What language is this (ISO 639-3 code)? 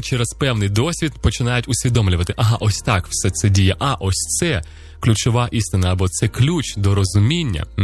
ukr